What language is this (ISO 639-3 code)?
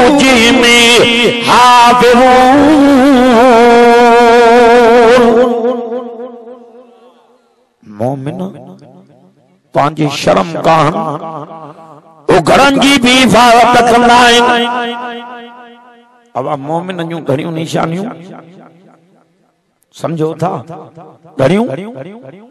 snd